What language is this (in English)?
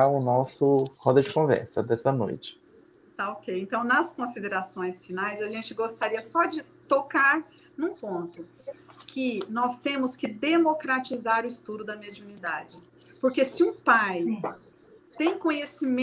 Portuguese